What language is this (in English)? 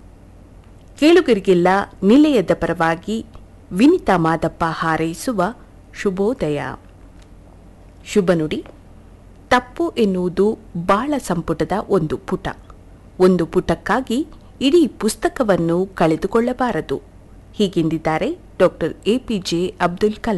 Kannada